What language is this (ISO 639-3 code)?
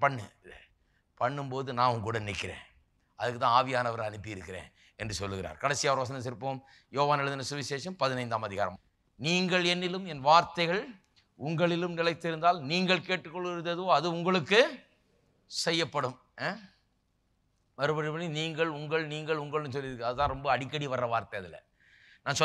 tam